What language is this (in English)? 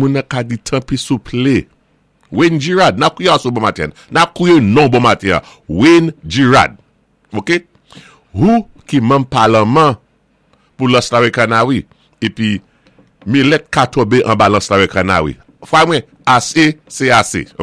Saint Lucian Creole French